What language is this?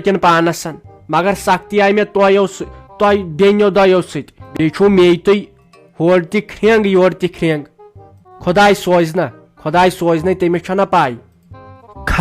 Kashmiri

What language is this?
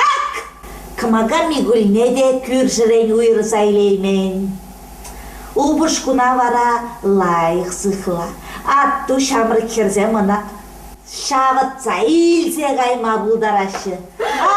Chuvash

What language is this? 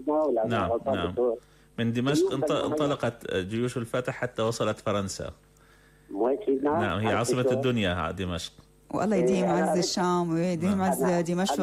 North Levantine Arabic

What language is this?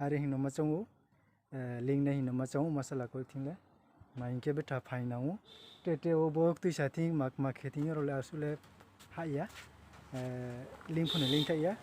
Riang (India)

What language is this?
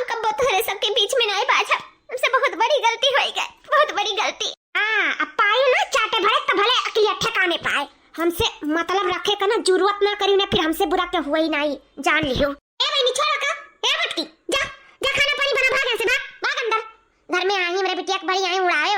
Awadhi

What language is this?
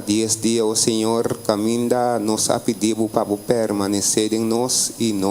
Papiamento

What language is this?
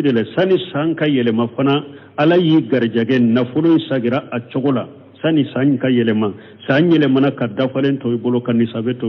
Bambara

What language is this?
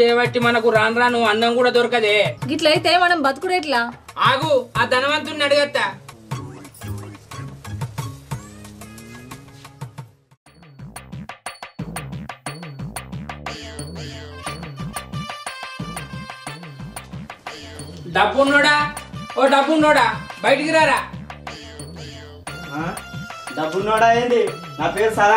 Telugu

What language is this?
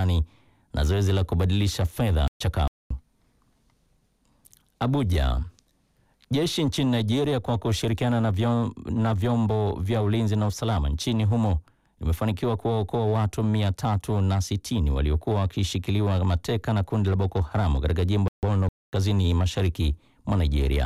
Swahili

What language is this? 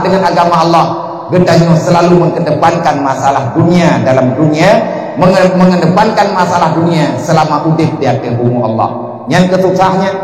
Achinese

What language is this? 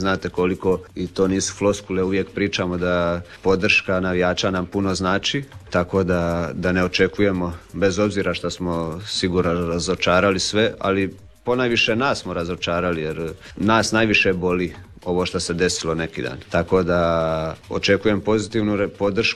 Croatian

